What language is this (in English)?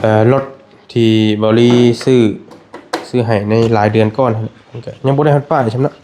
Northeastern Thai